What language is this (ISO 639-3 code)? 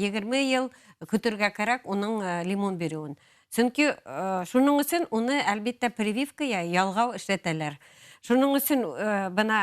bak